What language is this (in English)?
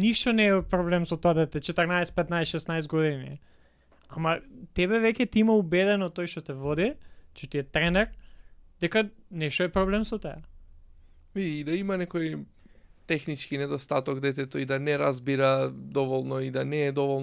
Macedonian